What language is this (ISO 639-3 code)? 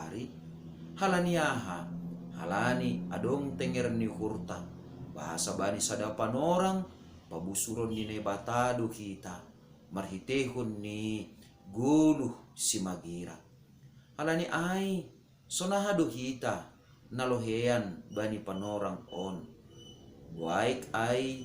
bts